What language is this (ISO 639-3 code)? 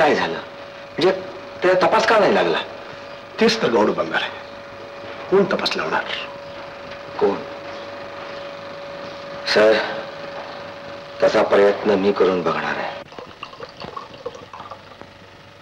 mar